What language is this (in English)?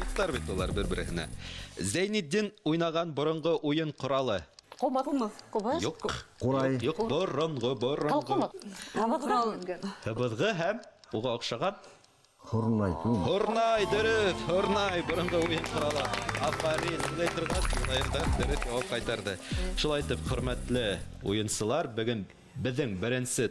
Bashkir